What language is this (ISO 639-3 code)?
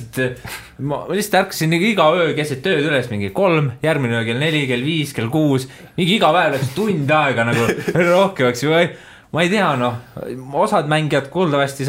est